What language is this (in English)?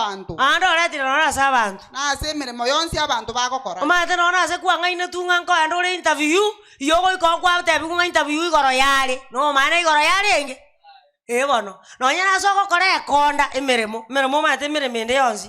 Gusii